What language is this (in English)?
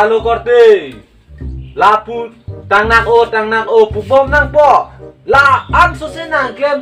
Karbi